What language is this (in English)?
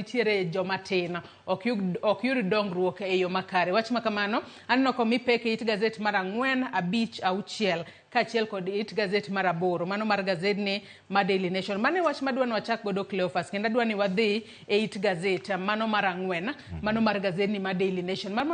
Luo (Kenya and Tanzania)